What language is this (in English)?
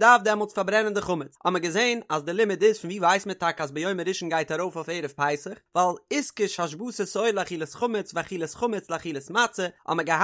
Yiddish